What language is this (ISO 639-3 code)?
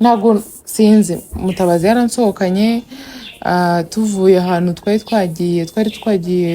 kin